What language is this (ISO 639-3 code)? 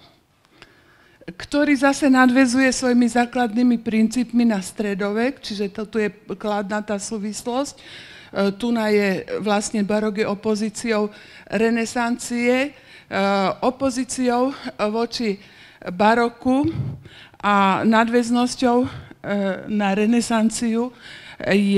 slk